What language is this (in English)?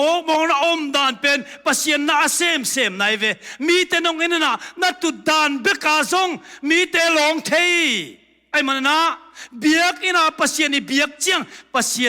Tedim Chin